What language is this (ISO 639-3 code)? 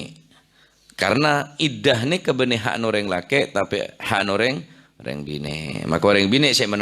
mad